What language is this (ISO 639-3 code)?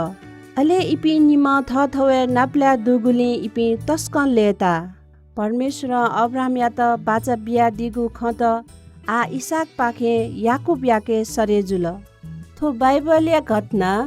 new